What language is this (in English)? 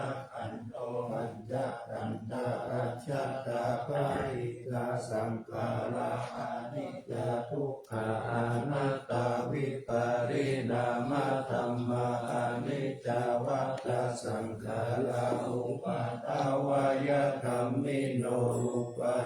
Pali